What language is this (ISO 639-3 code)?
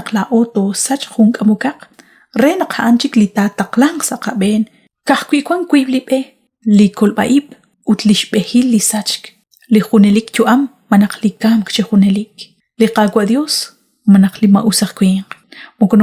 kek